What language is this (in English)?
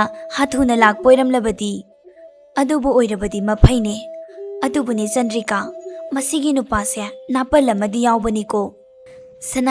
Manipuri